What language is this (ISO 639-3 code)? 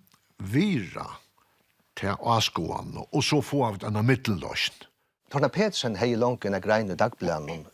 fao